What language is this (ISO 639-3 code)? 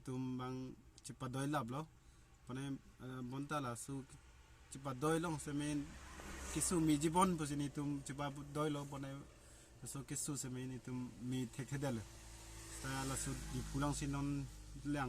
mjw